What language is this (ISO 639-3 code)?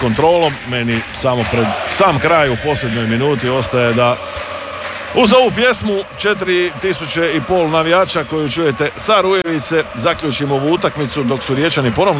hrv